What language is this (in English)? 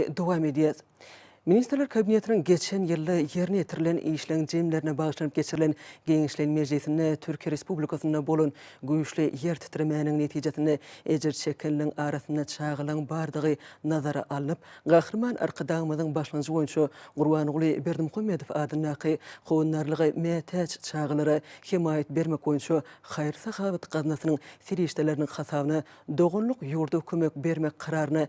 Turkmen